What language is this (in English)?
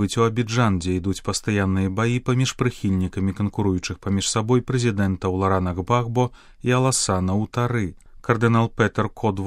Belarusian